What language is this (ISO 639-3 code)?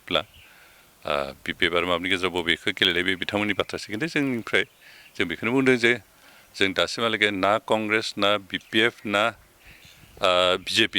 brx